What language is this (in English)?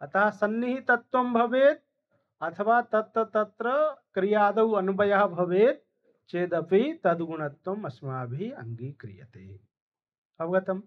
Sanskrit